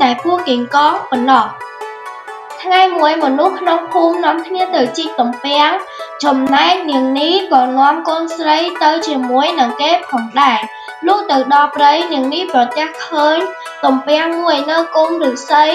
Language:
Khmer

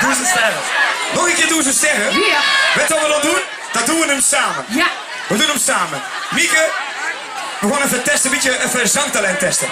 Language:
Limburgish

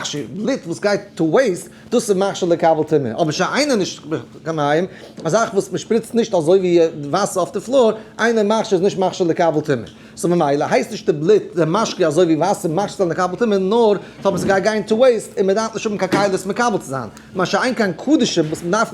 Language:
Yiddish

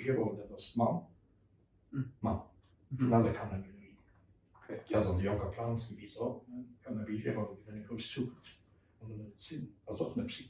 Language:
Luxembourgish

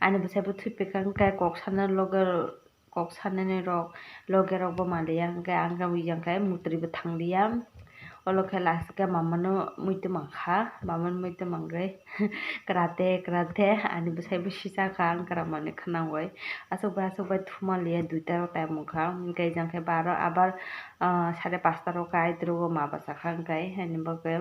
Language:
Kok Borok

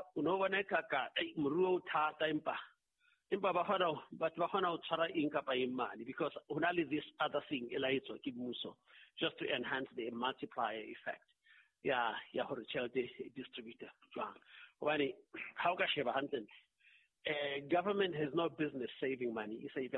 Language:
Southern Sotho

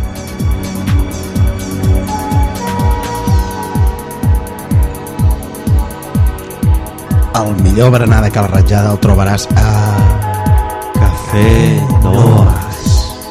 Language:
Catalan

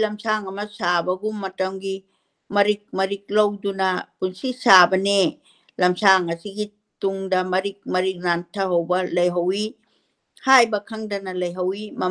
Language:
Manipuri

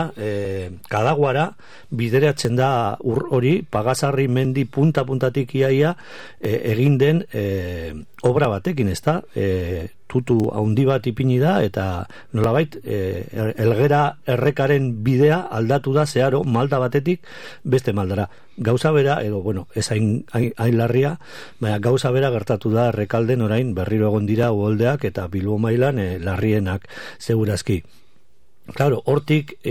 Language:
Basque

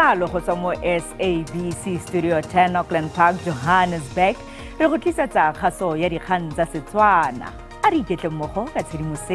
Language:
Tswana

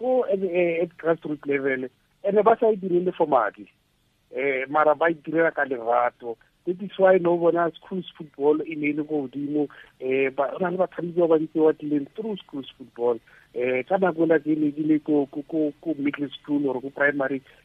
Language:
Tswana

